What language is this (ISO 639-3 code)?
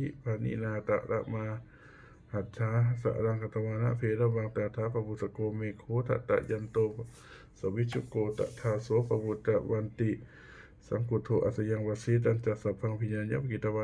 pli